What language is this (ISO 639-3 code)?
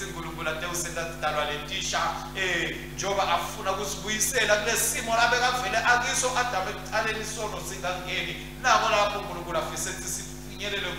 ssw